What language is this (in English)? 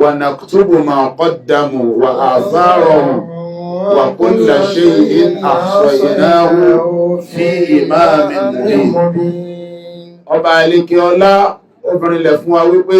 Yoruba